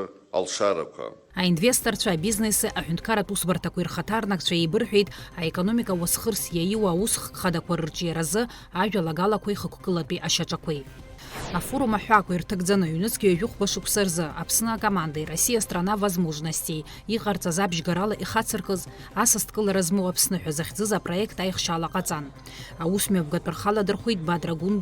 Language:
Abkhazian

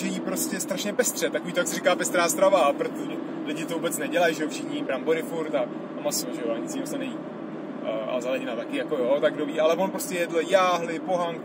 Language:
Czech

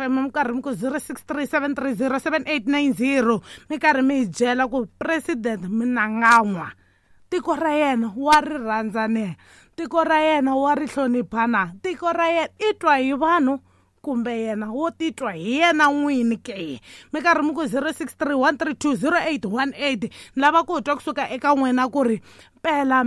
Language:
Tsonga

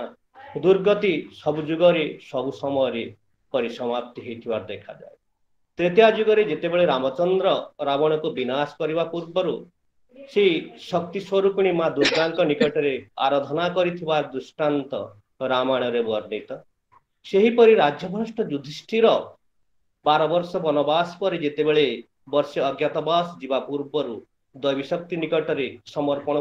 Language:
Odia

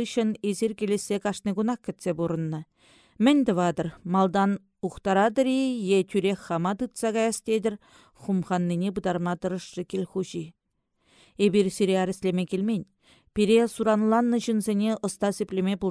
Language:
Chuvash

